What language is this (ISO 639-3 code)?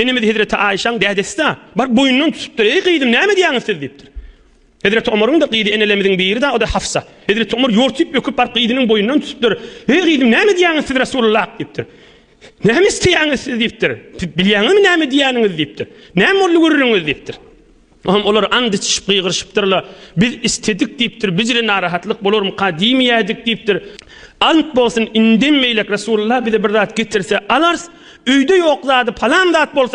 tuk